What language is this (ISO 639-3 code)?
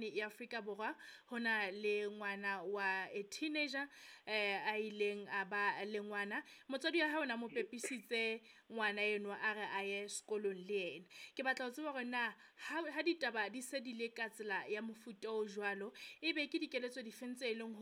sot